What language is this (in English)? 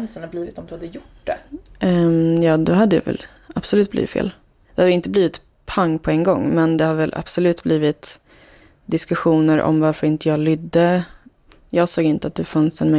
Swedish